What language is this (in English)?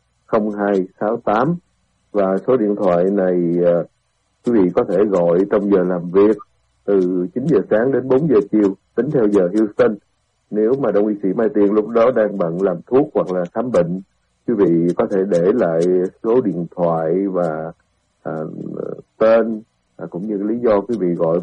Vietnamese